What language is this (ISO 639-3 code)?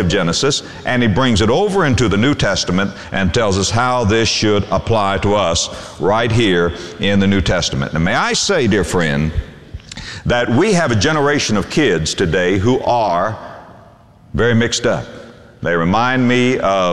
eng